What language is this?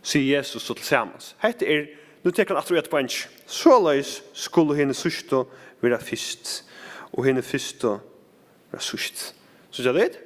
Faroese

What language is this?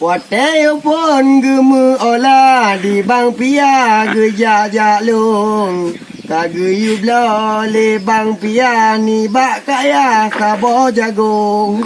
Achinese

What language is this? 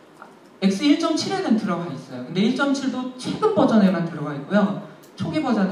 Korean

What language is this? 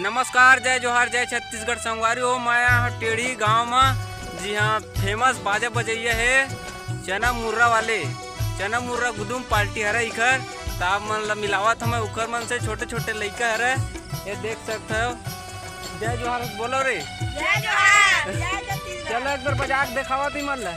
Chhattisgarhi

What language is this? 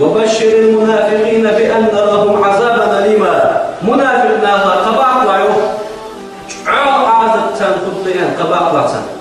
Ingush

